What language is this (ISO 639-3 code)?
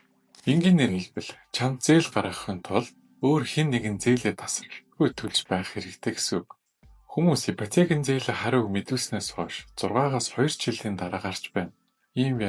mon